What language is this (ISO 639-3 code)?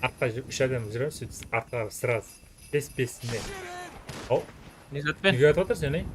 kaa